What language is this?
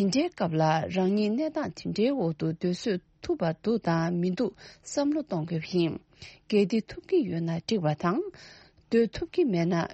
Tibetan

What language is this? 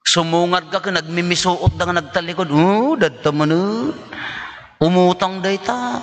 Iloko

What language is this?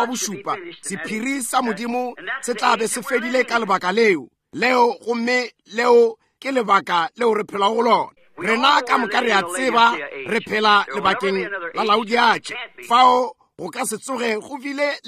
Northern Sotho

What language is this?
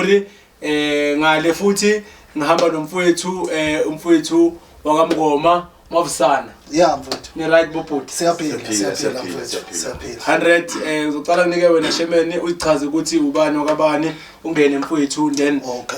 Zulu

